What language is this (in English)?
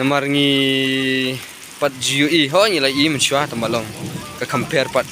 Khasi